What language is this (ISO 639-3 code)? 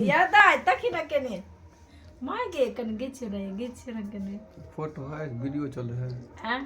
mai